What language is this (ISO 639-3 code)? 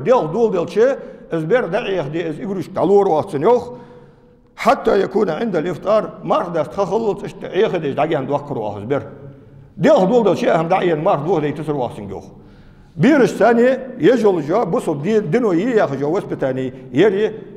inh